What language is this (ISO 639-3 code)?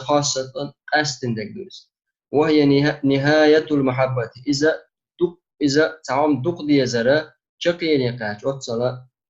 che